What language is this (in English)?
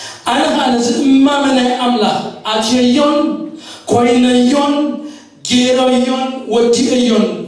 Tigrinya